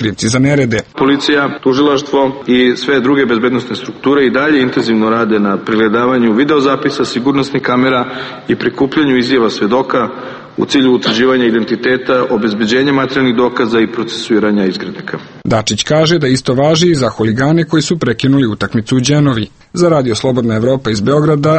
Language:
Serbian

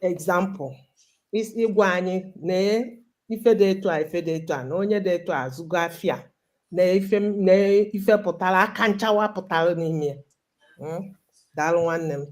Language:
Igbo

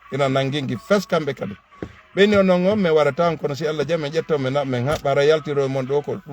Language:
Fula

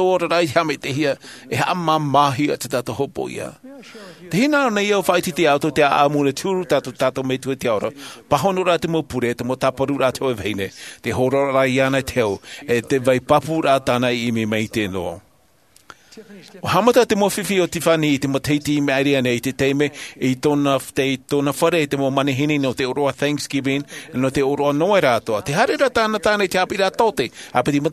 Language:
Tahitian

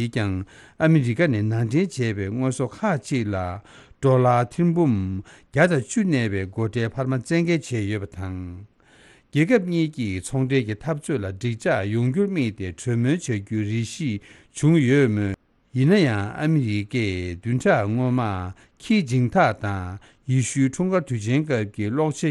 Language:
Tibetan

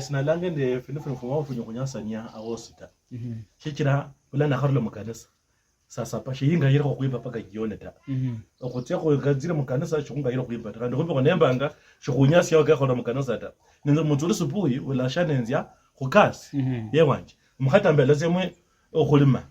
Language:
Luyia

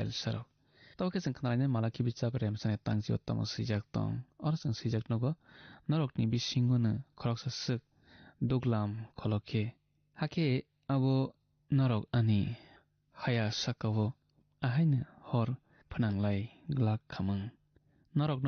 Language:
Kok Borok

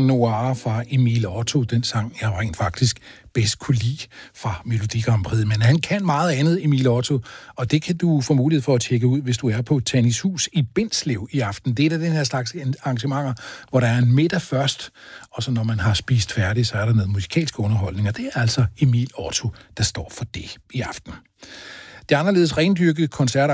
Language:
Danish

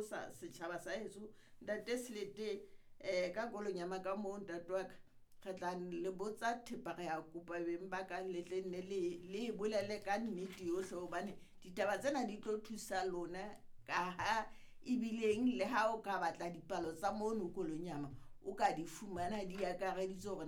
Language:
Southern Sotho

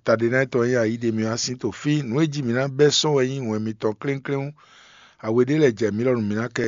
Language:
Fon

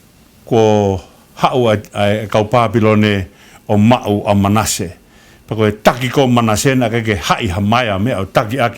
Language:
Tongan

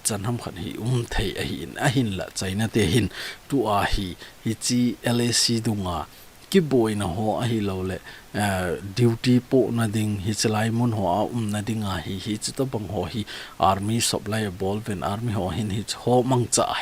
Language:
Thado Chin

